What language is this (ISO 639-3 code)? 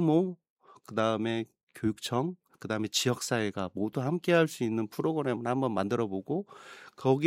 kor